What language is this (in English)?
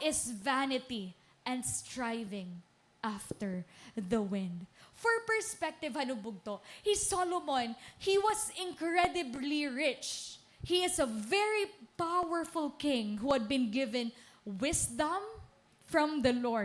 Waray